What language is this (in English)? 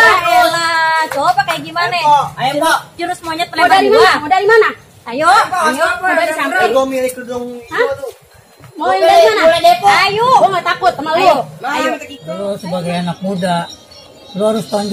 Betawi